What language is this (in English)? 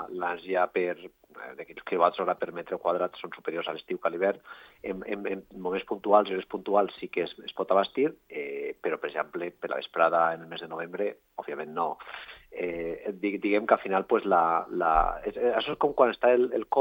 Catalan